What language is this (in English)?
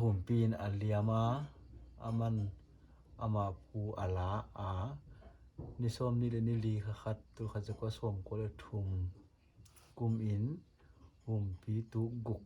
Paite Chin